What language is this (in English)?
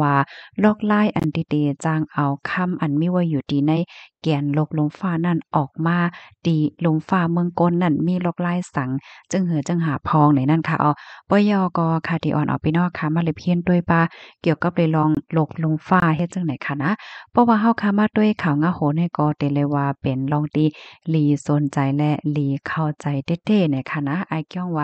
Shan